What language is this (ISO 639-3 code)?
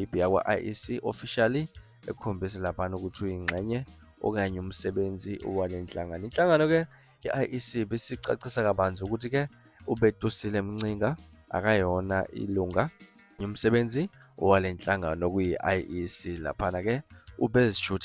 zul